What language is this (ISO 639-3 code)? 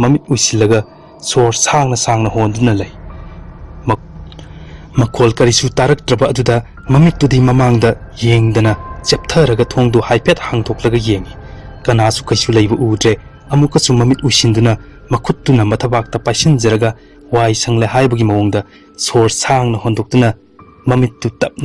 mni